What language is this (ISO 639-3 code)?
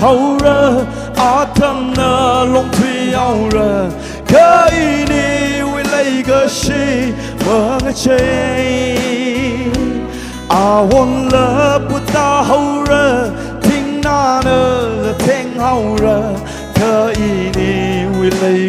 nmf